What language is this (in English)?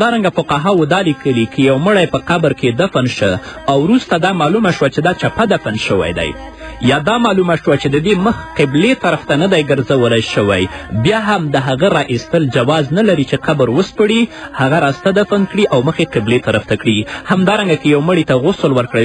Pashto